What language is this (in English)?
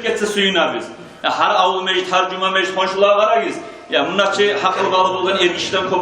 Kumyk